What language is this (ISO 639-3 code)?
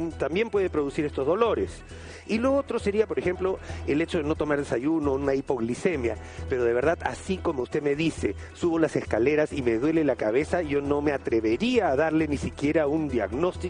spa